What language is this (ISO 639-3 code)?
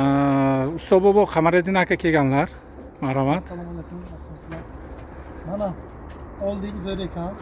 uzb